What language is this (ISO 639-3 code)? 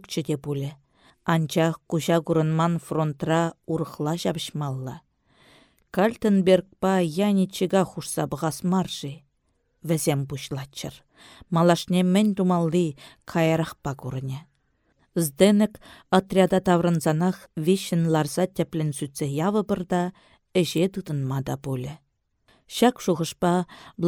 chv